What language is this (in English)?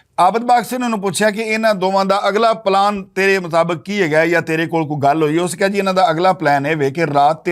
Western Panjabi